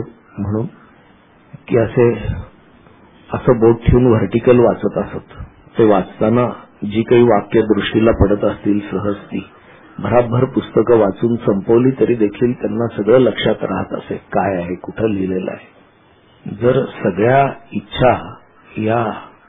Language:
Marathi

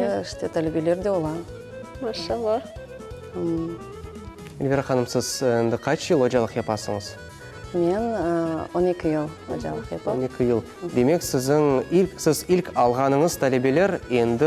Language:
Crimean Tatar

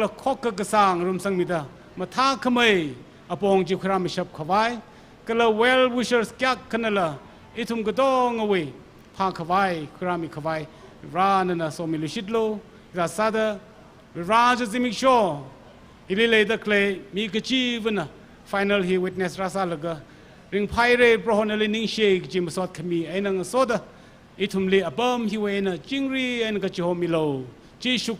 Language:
Tangkhul Naga (India)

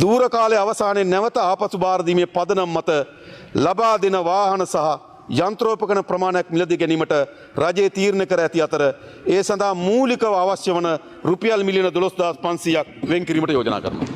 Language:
Sinhala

